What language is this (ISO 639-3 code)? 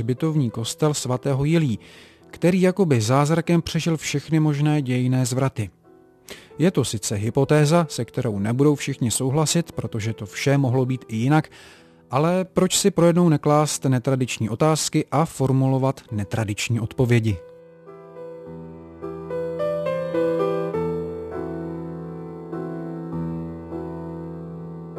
ces